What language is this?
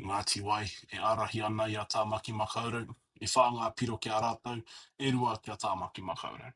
Māori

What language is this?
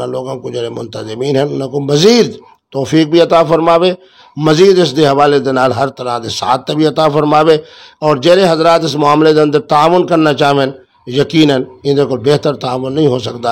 Saraiki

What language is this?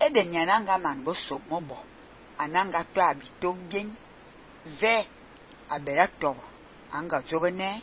Fang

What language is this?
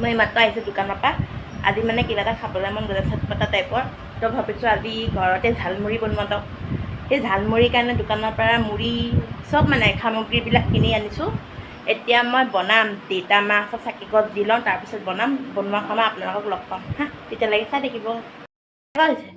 Assamese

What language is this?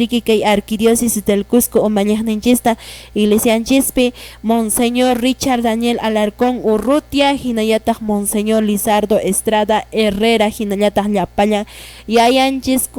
Quechua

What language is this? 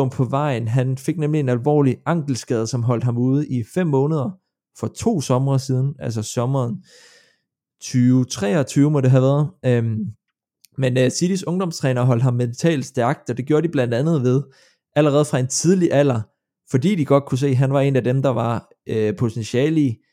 Danish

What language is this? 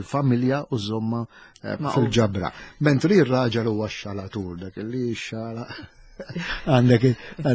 Maltese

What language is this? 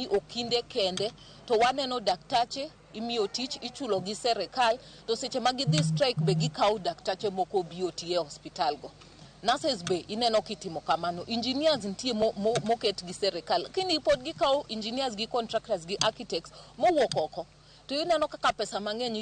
Luo (Kenya and Tanzania)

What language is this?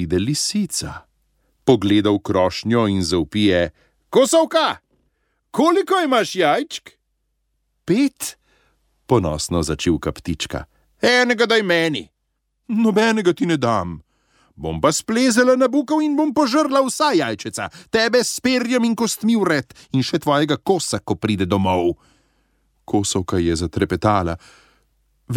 Slovenian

